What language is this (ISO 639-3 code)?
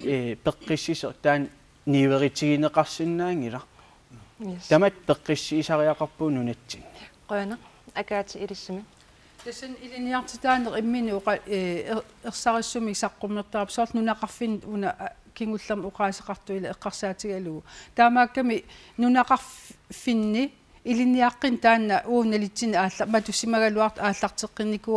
kal